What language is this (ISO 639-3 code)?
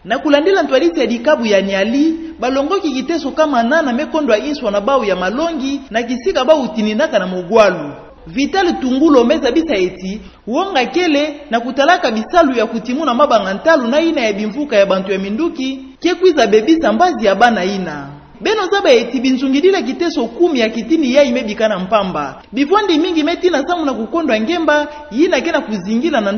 ktu